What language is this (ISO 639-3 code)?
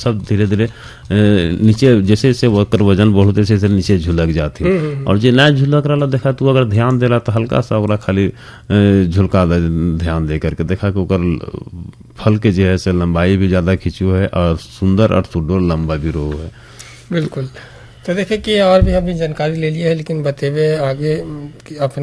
bho